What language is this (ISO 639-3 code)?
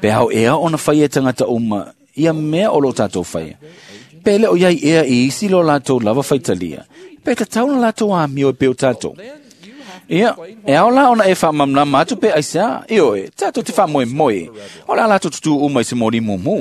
smo